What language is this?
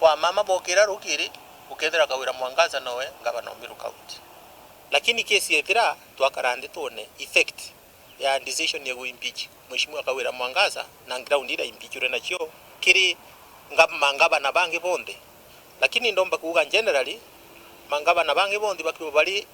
Meru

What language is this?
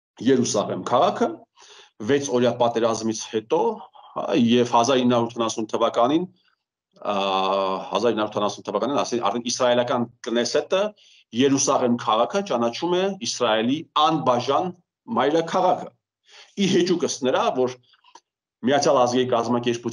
Armenian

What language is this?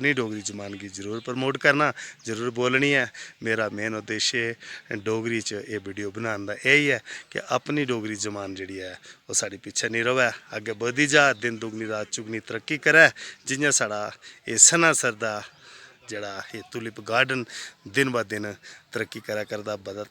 Dogri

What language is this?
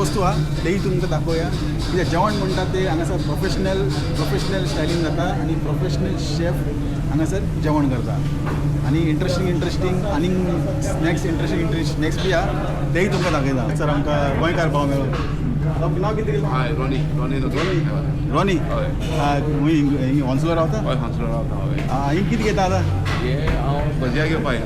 Konkani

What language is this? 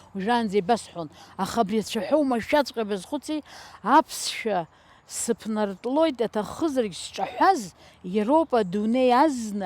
Abkhazian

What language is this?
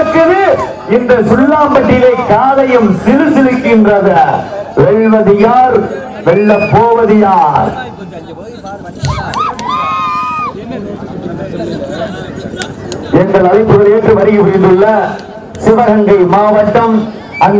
Tamil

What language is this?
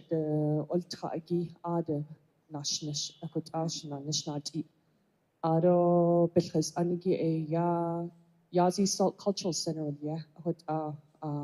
Navajo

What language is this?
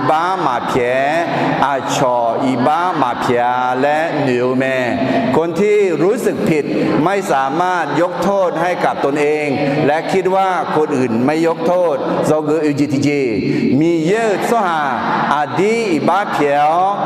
Akha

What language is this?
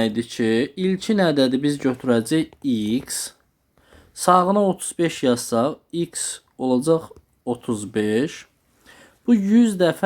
Azerbaijani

